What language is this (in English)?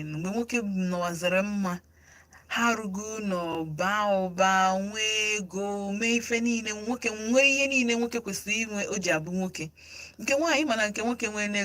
Igbo